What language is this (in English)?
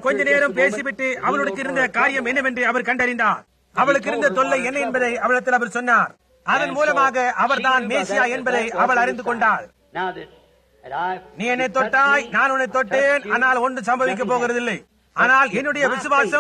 Tamil